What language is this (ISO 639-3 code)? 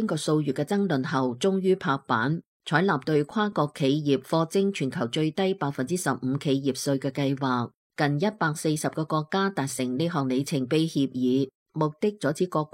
yue